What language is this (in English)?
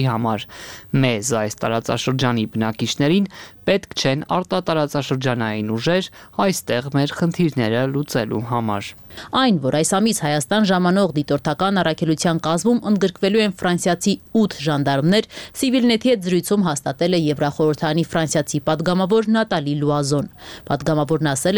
Armenian